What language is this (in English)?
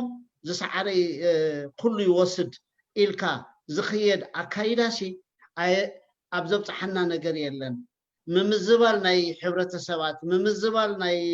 Tigrinya